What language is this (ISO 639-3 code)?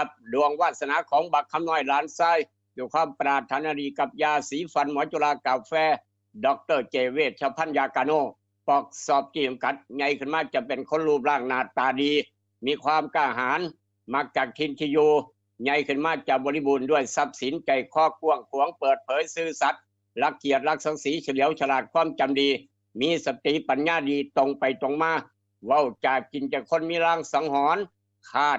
tts